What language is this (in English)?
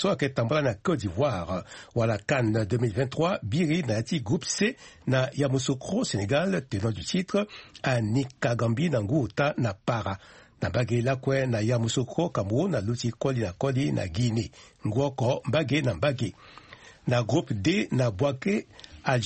Sango